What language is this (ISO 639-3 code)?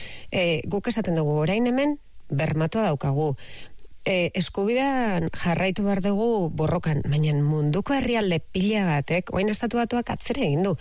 eus